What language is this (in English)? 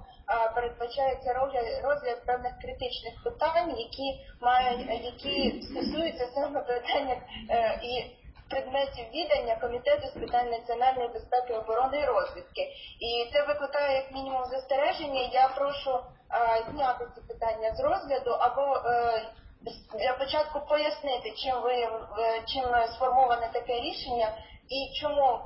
Ukrainian